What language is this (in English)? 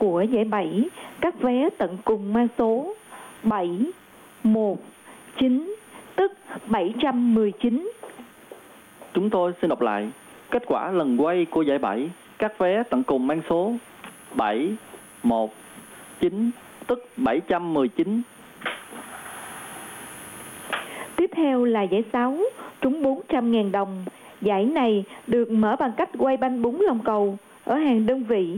Vietnamese